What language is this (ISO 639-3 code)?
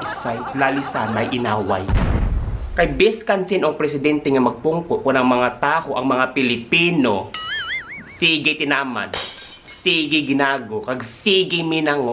hil